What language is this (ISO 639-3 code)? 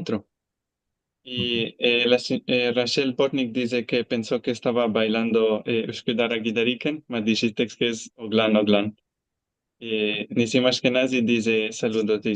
lad